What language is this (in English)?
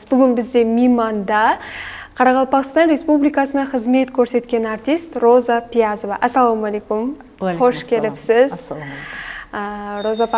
Kara-Kalpak